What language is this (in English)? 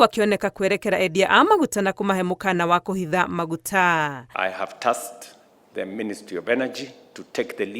Kikuyu